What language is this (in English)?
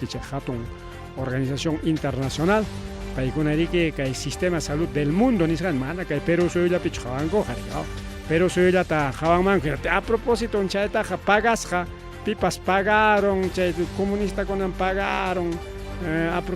Ayacucho Quechua